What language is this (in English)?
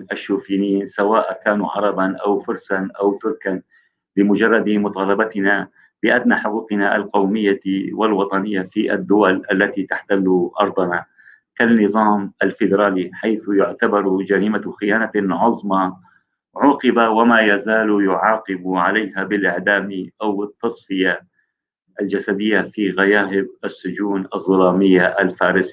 North Levantine Arabic